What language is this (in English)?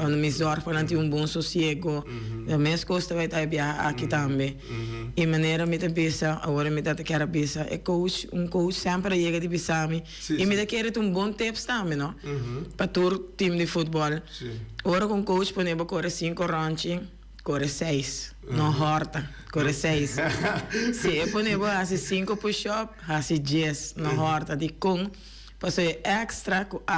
Papiamento